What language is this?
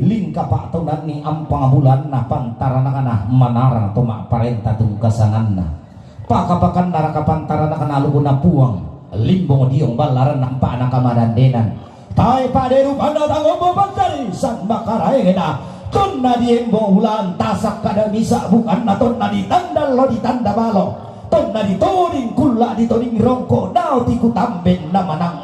Toraja-Sa'dan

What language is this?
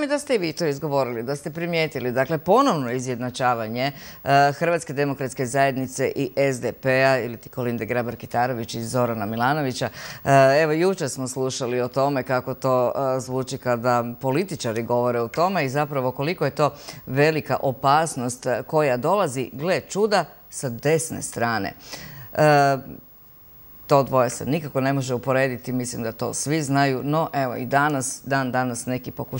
Croatian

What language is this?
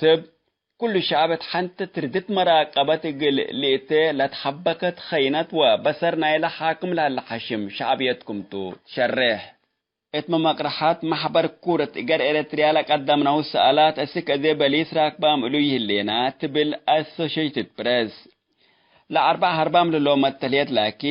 Tigre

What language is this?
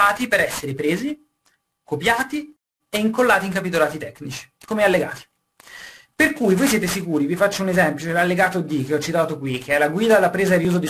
Italian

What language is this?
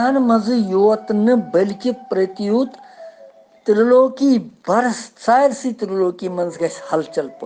Kashmiri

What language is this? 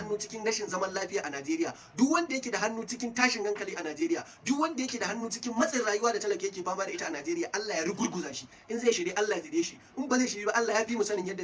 Hausa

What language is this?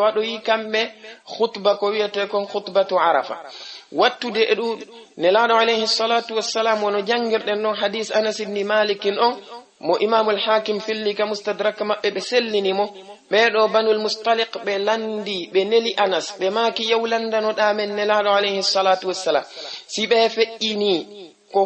Fula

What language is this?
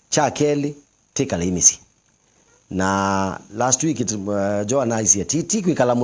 Kamba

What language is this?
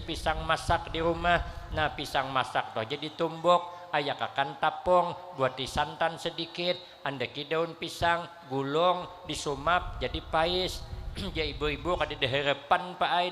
Banjar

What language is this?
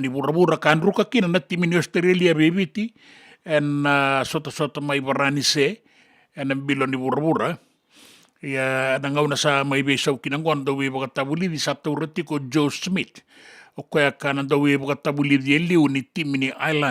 Fijian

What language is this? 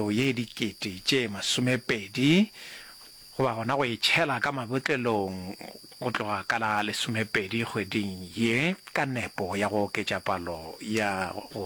Northern Sotho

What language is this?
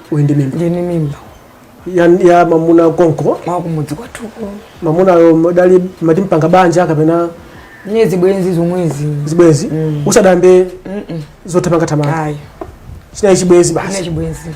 Nyanja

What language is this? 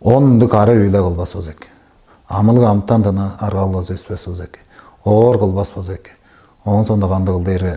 Tuvinian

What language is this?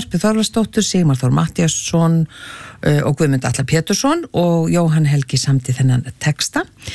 Icelandic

